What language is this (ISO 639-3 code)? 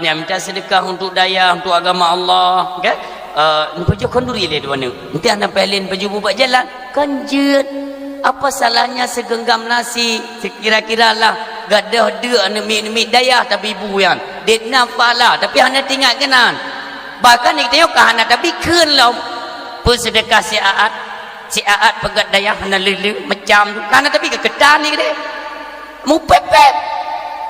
ace